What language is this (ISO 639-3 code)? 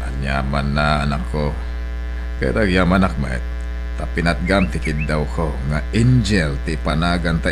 ilo